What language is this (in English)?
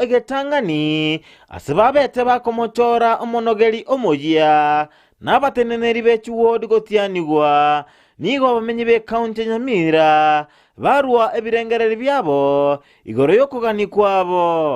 Gusii